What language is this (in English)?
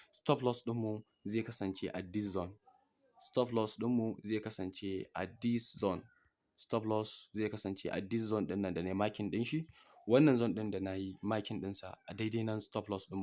Hausa